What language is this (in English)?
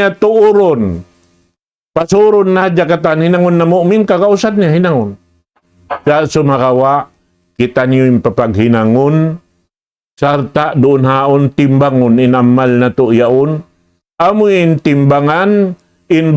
Tausug